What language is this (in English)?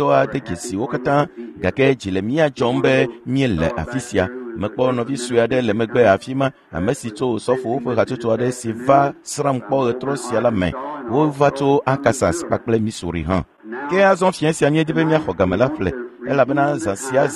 Ewe